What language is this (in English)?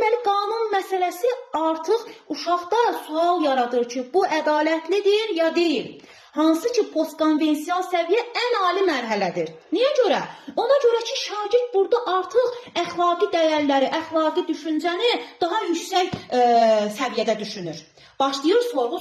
Azerbaijani